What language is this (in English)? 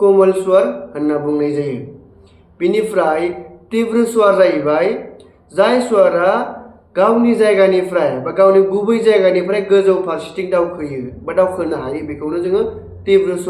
Bodo